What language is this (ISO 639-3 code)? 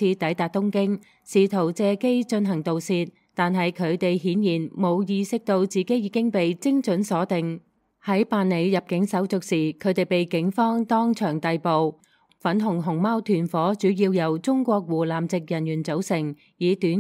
yue